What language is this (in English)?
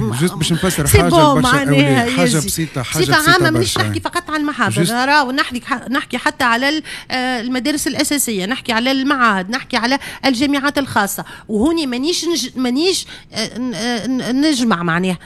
Tunisian Arabic